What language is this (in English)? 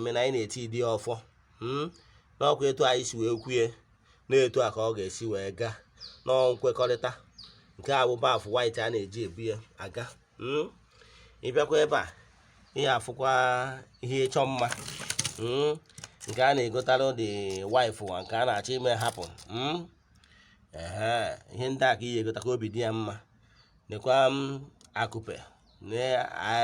Igbo